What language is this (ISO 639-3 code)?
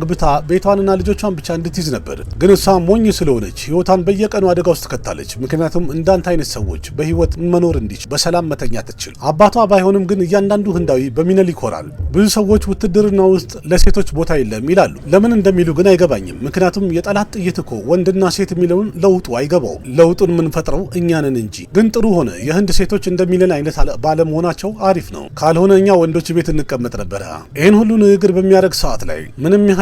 amh